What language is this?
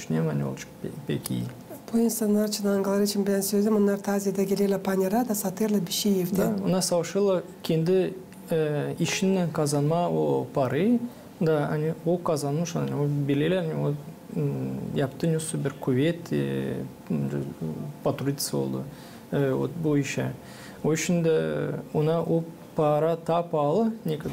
Gagauz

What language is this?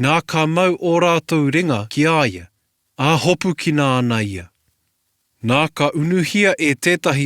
Māori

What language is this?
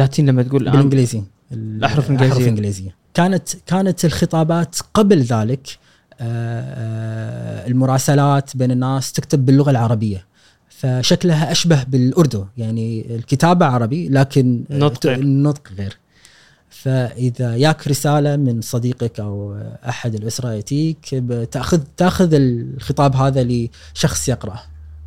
Gulf Arabic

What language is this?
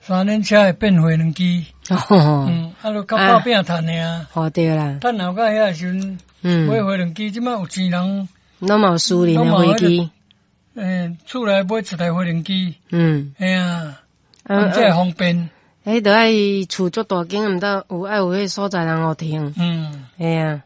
Min Nan Chinese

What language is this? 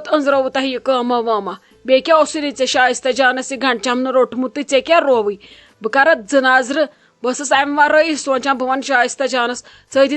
Kashmiri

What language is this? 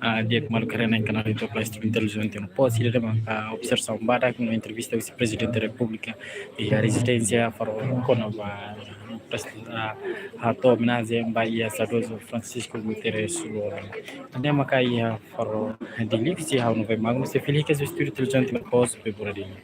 Tetum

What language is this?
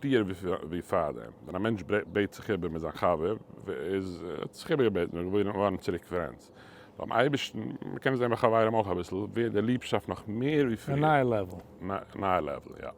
Yiddish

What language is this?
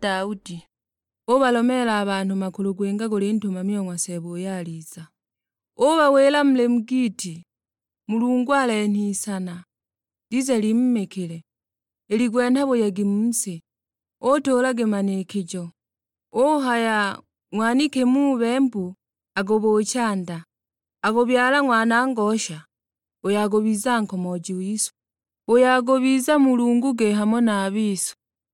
Sukuma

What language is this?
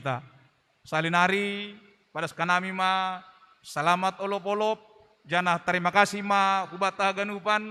Batak Simalungun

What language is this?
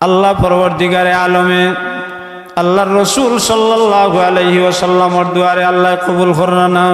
Sylheti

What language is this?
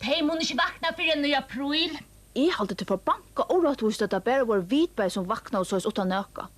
Faroese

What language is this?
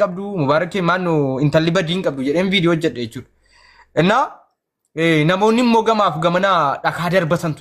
Oromo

